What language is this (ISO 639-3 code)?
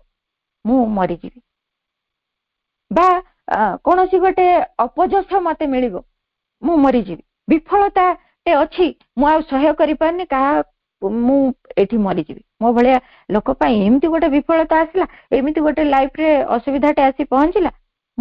ori